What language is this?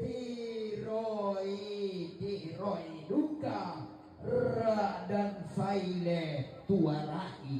Toraja-Sa'dan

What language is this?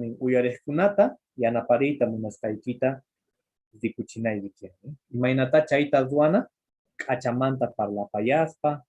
Quechua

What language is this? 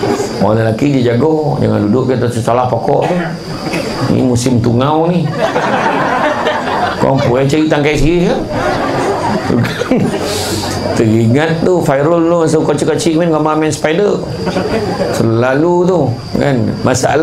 Malay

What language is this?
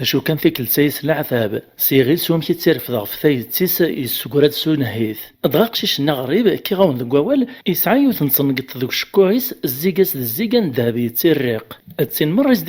Kabyle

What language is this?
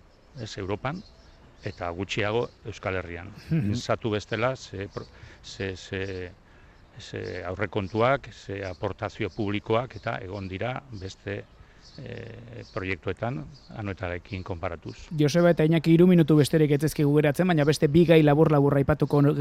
Basque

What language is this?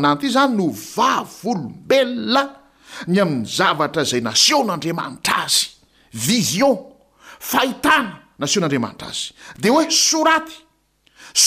Malagasy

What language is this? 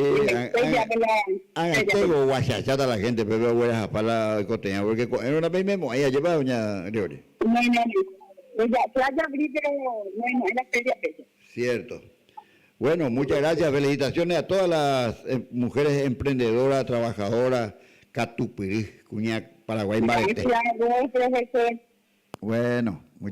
Guarani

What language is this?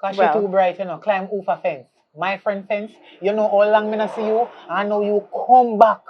Jamaican Creole English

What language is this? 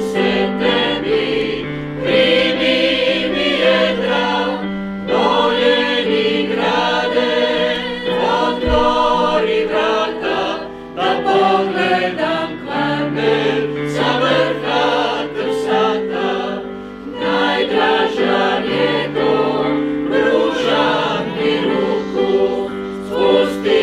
Croatian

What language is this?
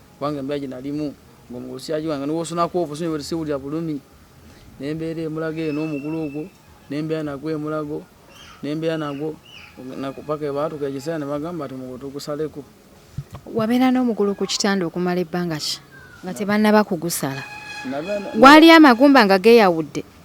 Ganda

